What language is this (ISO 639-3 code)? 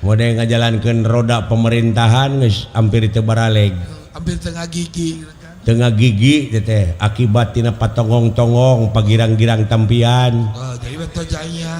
sun